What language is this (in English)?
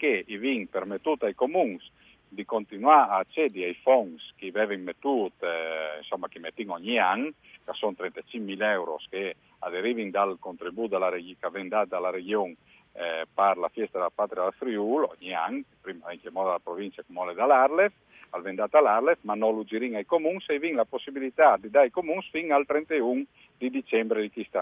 Friulian